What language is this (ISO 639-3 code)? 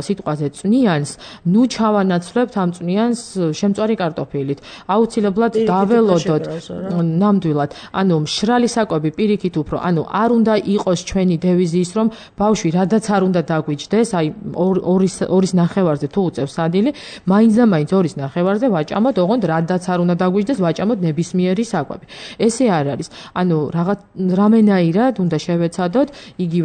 kat